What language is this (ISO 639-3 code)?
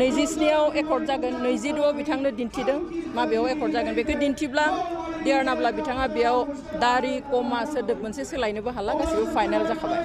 brx